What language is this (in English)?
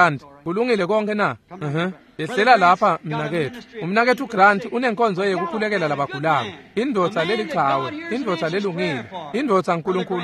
Swati